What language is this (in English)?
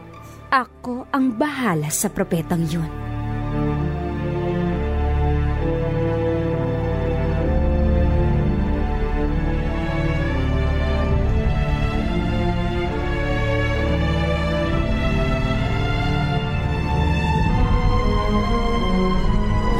Filipino